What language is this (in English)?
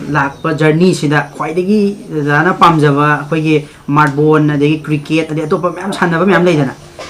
Manipuri